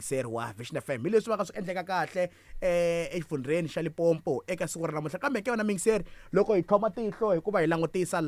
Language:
Tsonga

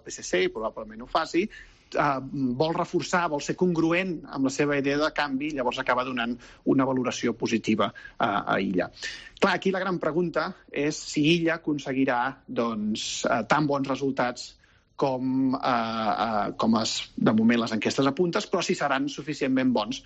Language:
Catalan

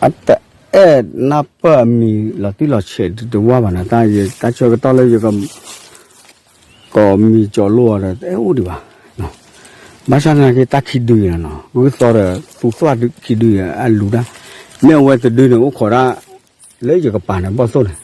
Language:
S'gaw Karen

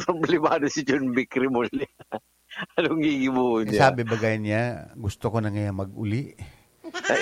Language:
Bikol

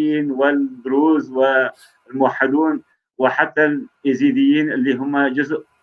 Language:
North Levantine Arabic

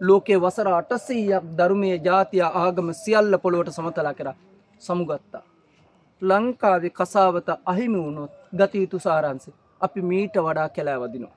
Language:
Sinhala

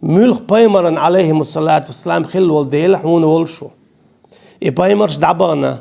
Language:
Chechen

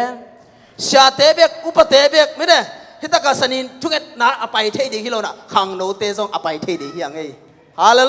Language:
Tedim Chin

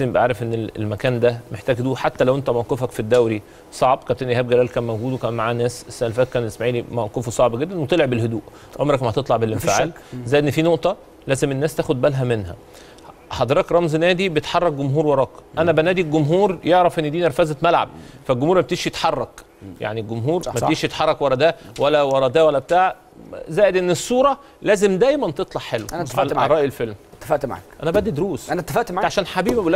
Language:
Egyptian Arabic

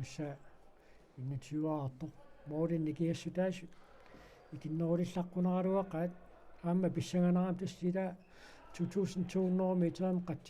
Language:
Kalaallisut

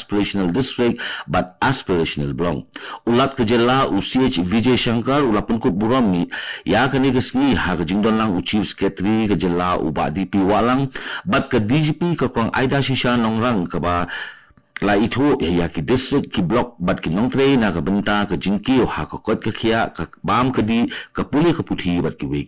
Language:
Khasi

